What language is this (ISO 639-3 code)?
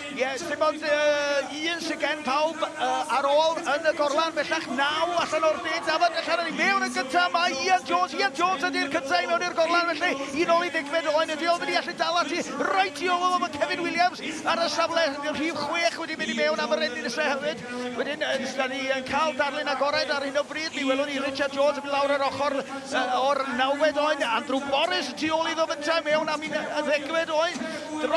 cym